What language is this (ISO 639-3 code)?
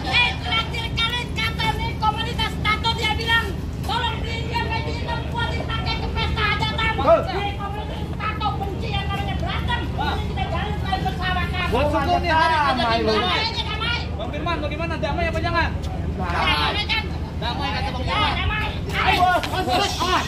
bew